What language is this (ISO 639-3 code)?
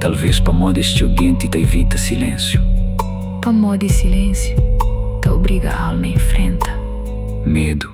kea